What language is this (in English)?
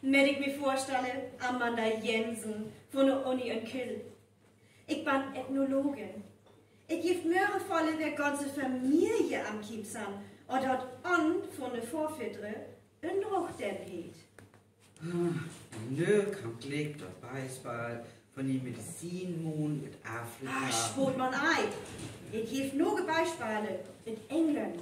Northern Frisian